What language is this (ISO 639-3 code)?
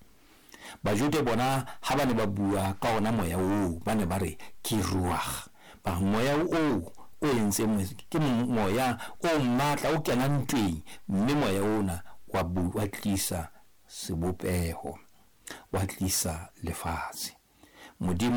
sot